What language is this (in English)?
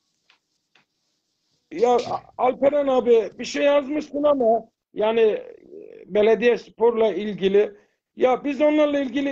Turkish